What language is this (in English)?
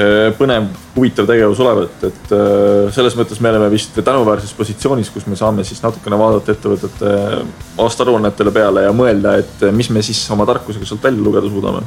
Estonian